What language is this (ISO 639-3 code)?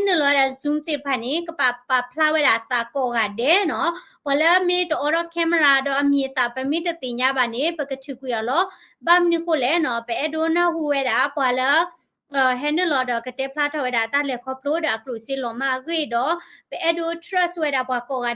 ksw